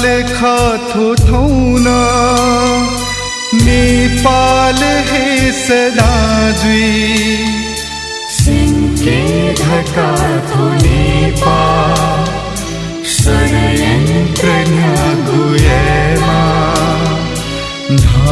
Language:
Newari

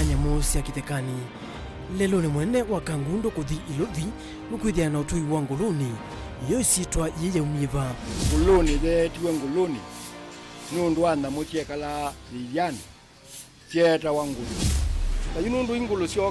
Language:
Kamba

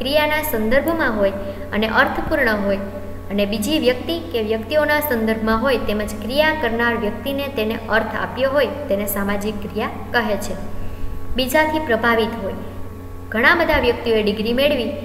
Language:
Gujarati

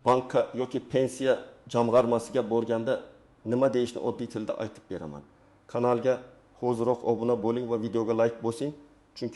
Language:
Uzbek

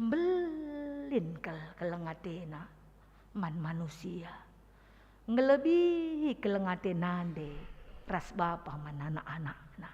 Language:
Batak Karo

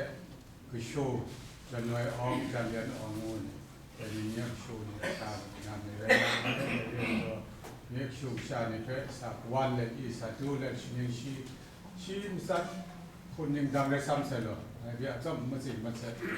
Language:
Kachin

